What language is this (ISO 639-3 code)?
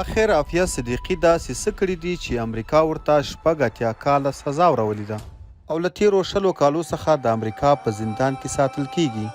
pus